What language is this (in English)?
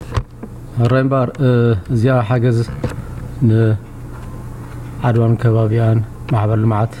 Tigrinya